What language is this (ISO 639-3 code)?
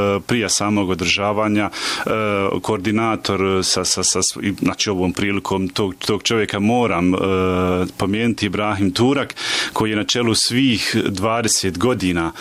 bos